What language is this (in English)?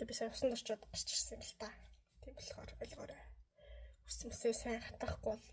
Mongolian